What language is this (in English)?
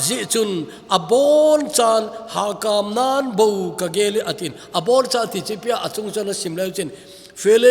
Thado Chin